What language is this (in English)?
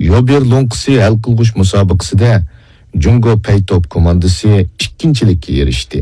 Uyghur